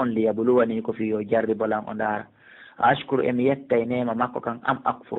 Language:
Fula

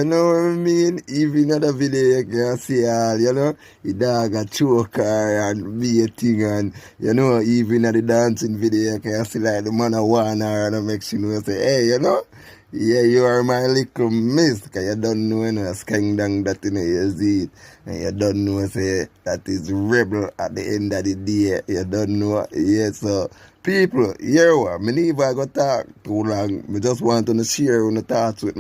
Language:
Jamaican Creole English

